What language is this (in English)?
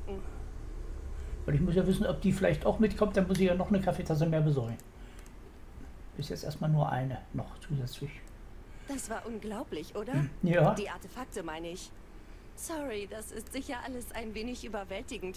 German